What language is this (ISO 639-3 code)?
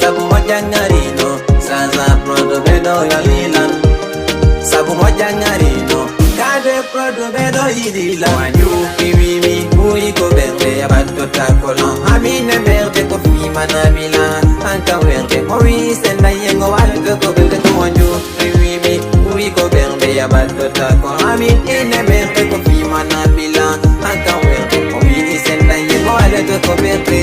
ful